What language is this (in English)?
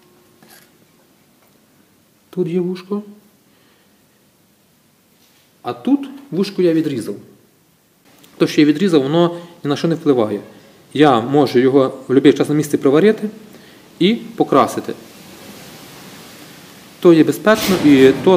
Ukrainian